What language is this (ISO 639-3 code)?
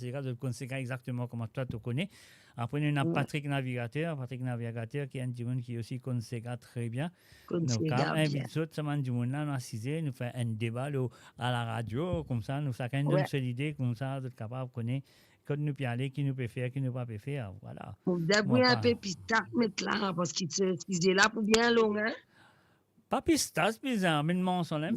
mfe